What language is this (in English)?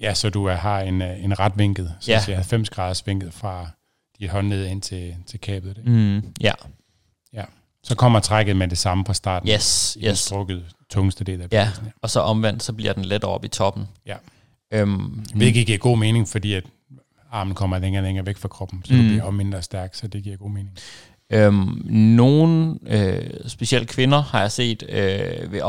Danish